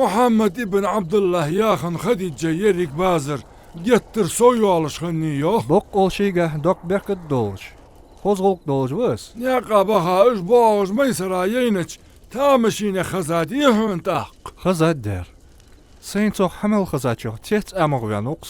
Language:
Ingush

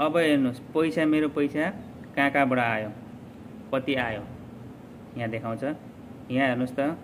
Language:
Nepali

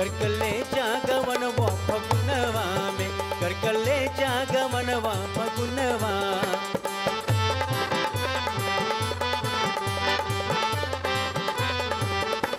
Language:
Bhojpuri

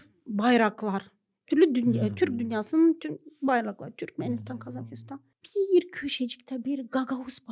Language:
Gagauz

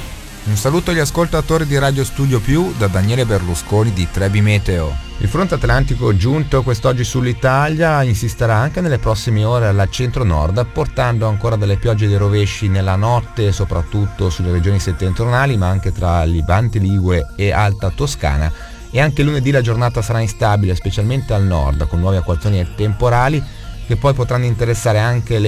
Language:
Italian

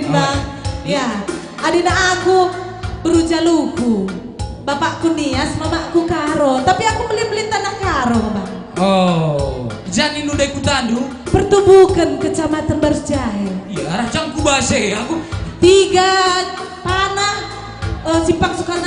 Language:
Batak Karo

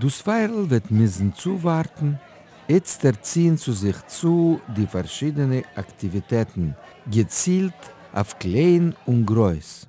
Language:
Yiddish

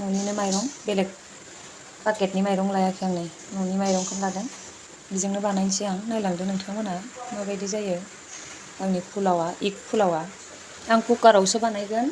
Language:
Bodo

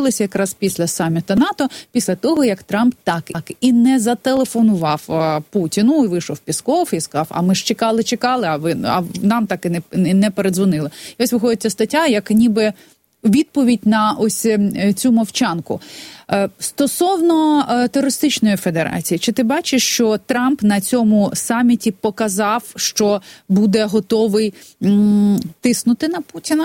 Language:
Ukrainian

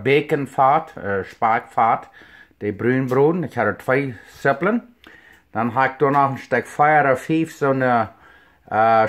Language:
Plautdietsch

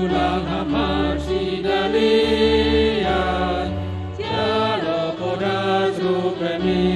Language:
Batak Simalungun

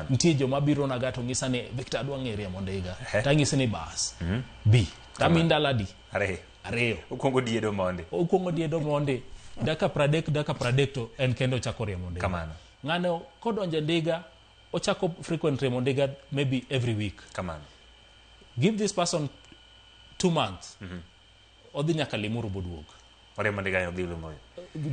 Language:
Luo (Kenya and Tanzania)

